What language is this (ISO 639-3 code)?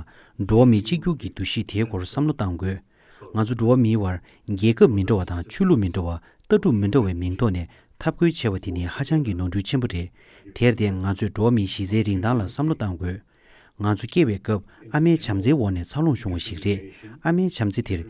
bod